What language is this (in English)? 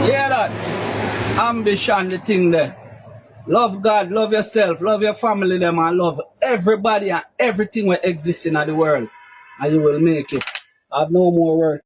Jamaican Creole English